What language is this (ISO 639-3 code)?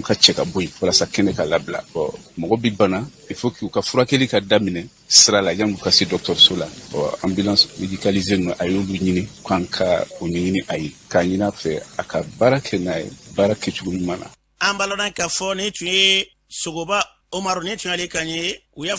bam